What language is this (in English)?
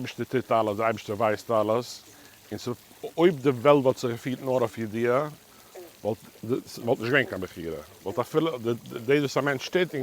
Yiddish